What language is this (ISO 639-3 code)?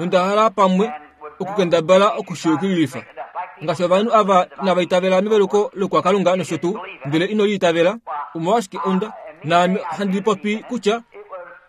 kua